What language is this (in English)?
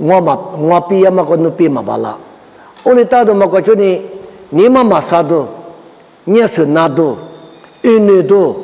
Lisu